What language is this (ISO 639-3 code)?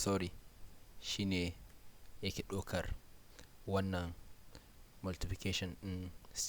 hau